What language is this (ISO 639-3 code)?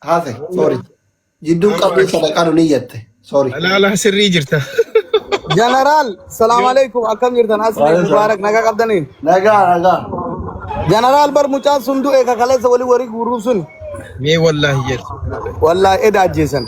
orm